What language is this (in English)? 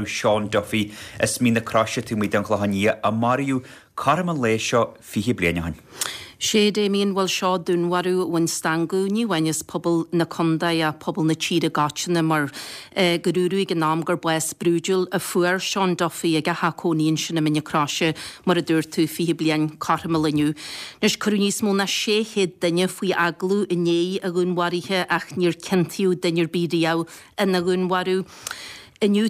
Irish